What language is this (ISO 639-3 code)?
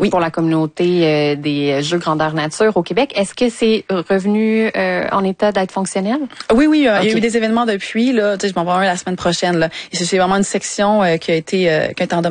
fra